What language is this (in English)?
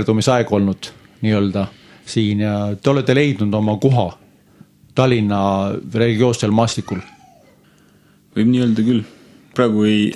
Estonian